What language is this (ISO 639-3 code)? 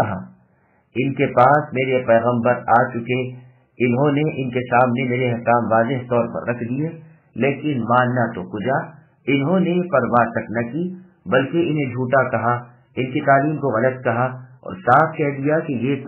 urd